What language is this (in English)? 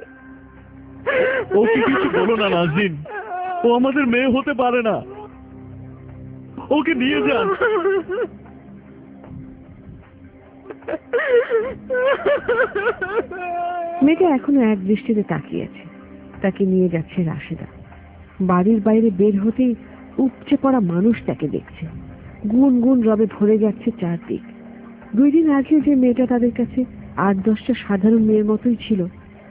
Bangla